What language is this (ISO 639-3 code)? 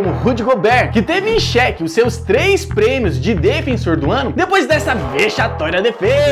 por